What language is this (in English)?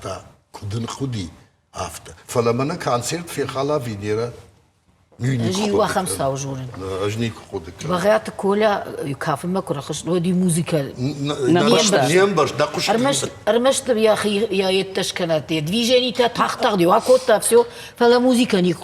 Ossetic